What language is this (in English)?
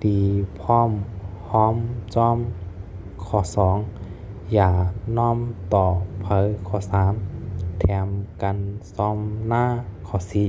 Shan